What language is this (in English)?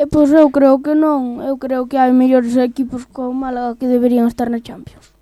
Galician